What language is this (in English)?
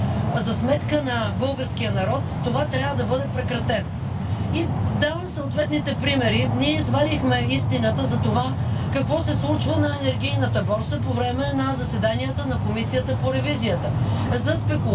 Bulgarian